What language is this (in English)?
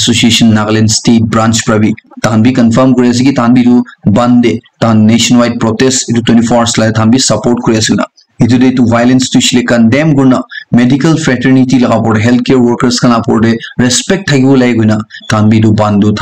Naga Pidgin